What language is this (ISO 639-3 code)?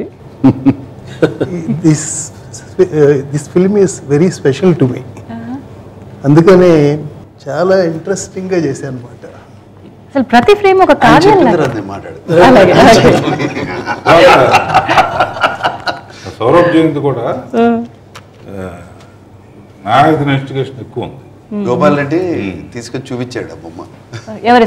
tel